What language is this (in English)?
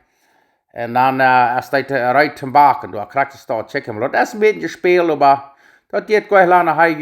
Plautdietsch